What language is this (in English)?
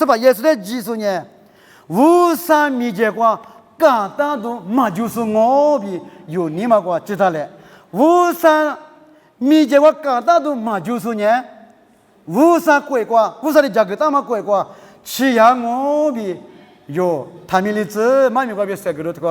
Lisu